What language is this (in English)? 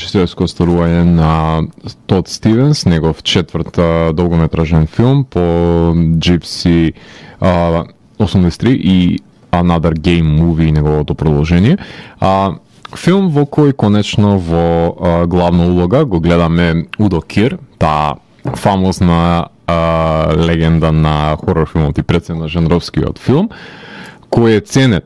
Macedonian